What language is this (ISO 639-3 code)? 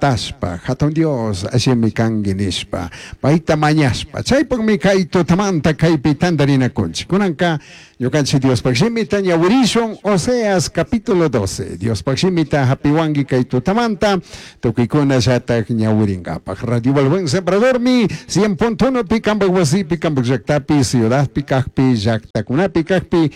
qug